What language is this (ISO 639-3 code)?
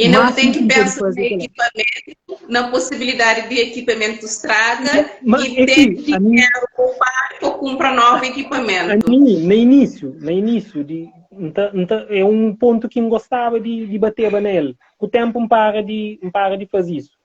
kea